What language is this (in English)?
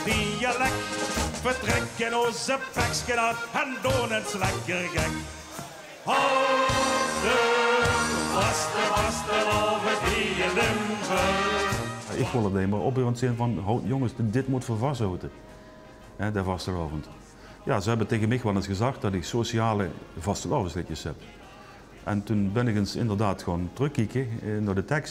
Limburgish